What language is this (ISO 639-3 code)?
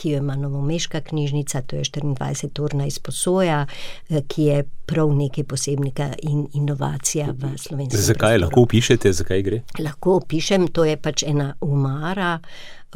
slv